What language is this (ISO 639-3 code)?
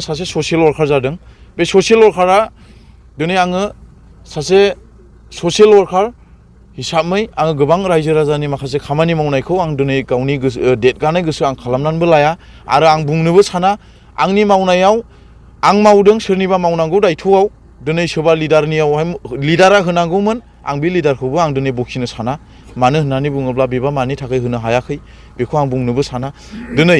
brx